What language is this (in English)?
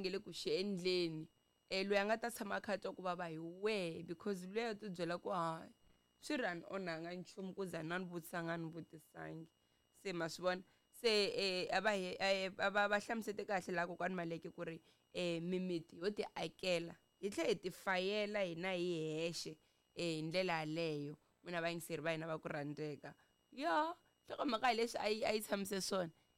Tsonga